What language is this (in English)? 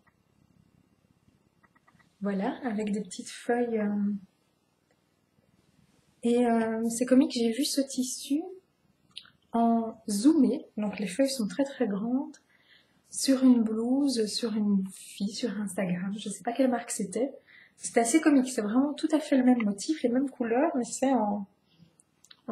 French